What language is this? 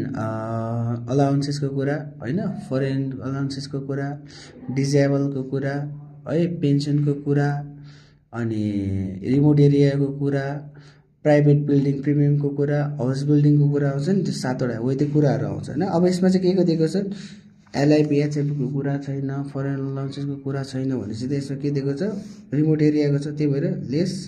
Nepali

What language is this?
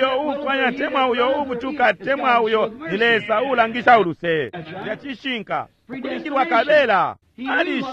Bemba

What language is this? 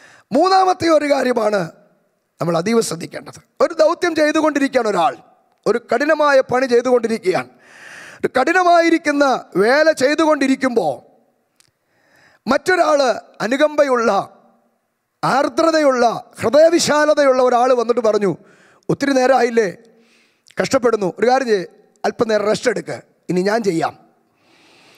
Malayalam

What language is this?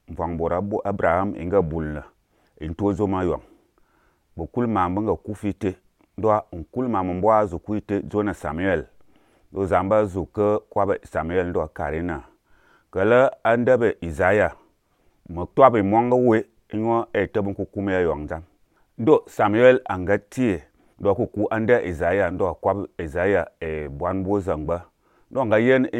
Azerbaijani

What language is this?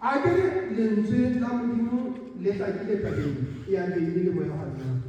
Southern Sotho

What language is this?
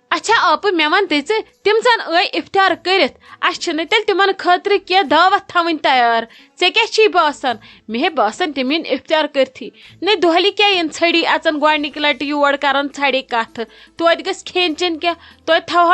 Kashmiri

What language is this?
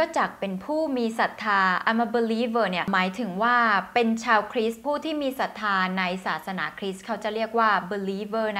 Thai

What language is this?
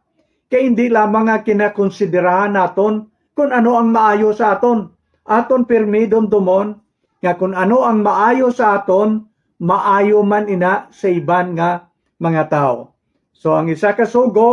Hiligaynon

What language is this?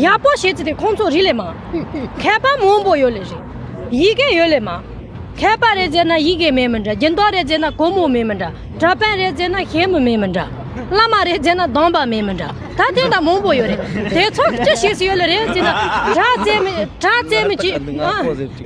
Tibetan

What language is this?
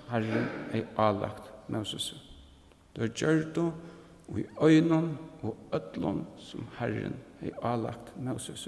Faroese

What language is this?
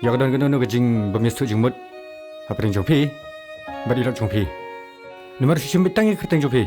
Khasi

